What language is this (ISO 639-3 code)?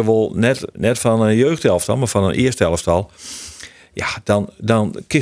fry